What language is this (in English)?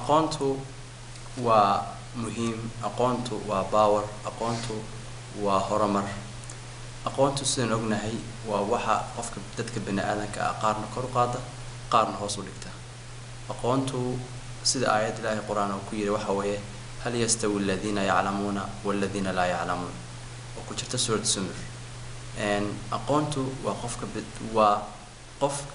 Somali